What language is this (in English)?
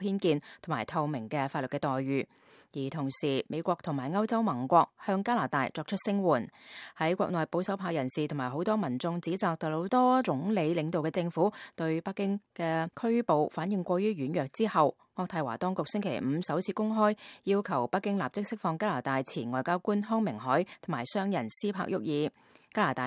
Cantonese